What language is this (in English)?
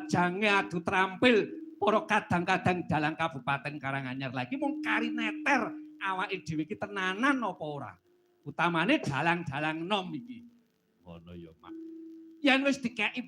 Javanese